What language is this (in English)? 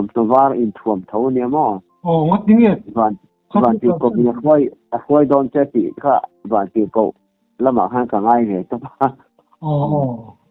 Mizo